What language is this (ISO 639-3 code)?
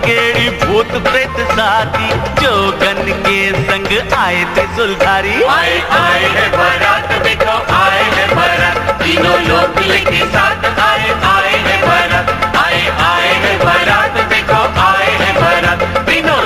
hne